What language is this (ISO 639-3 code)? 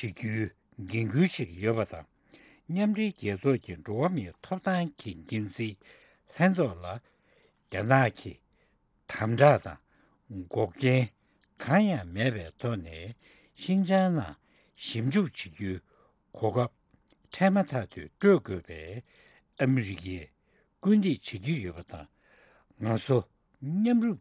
bod